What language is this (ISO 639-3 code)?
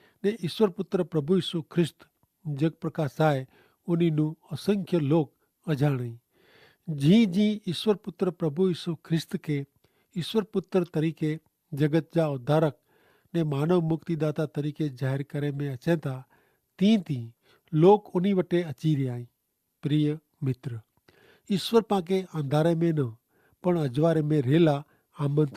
kfr